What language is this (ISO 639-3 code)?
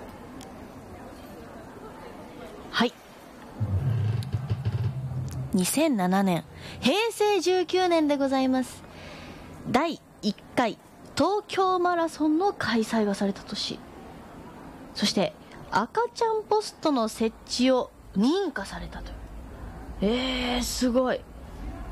jpn